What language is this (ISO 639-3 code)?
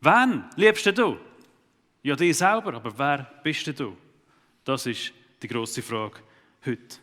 gsw